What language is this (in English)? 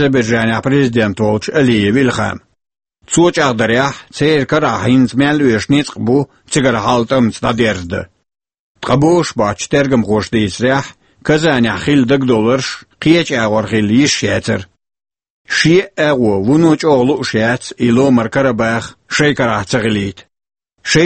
Chechen